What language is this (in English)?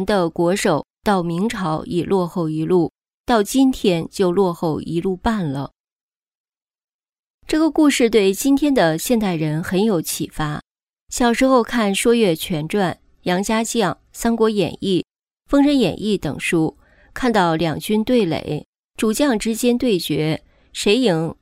Chinese